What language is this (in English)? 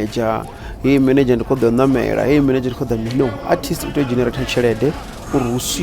Venda